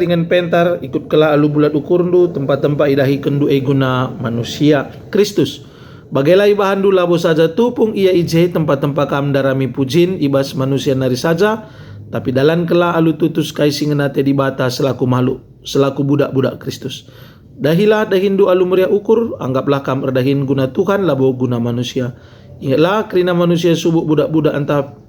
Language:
Batak Karo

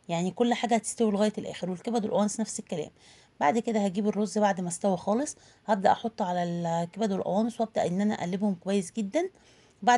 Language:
Egyptian Arabic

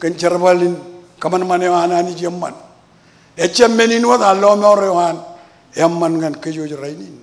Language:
Marshallese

